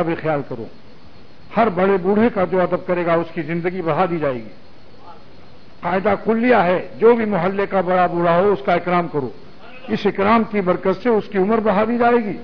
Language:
Urdu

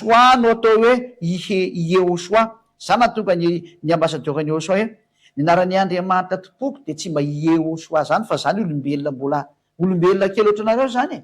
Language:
Malagasy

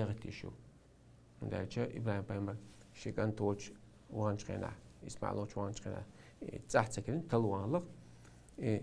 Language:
Chechen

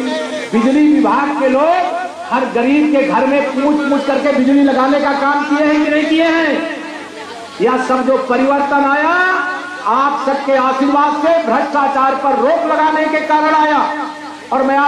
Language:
Hindi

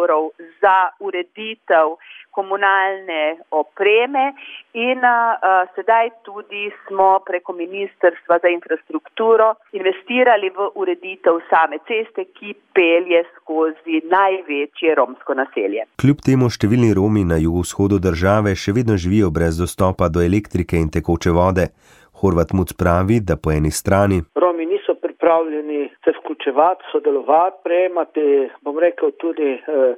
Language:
Slovenian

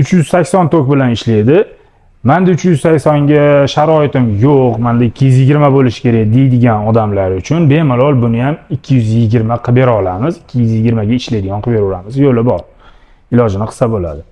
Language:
Uzbek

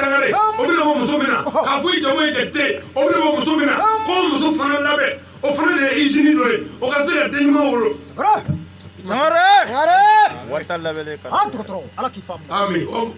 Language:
Bambara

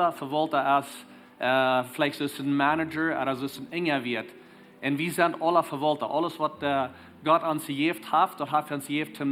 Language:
Plautdietsch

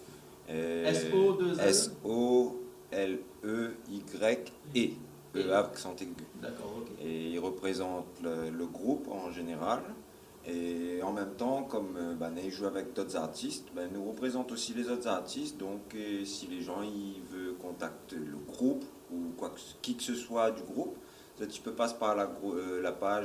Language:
Réunion Creole French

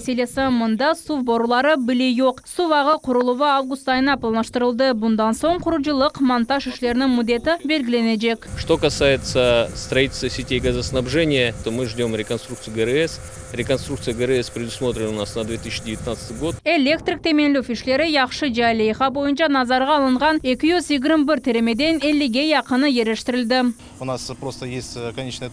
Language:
Crimean Tatar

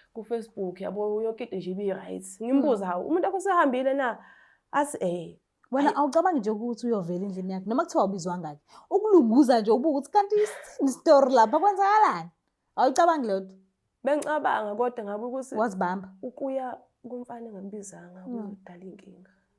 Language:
Zulu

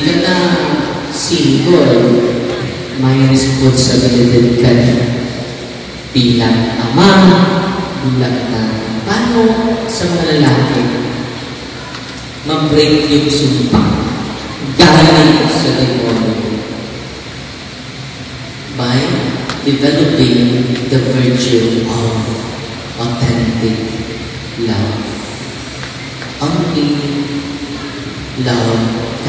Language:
Filipino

